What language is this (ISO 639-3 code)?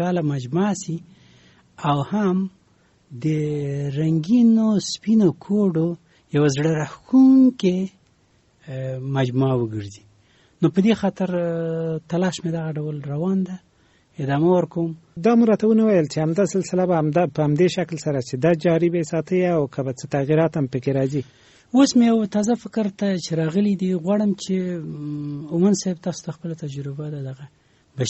pus